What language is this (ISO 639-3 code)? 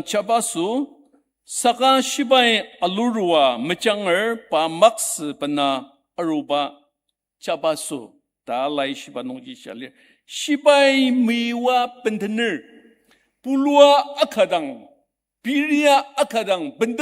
njo